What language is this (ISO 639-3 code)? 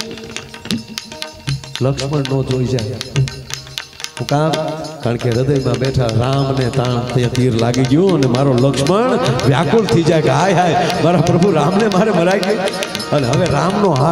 guj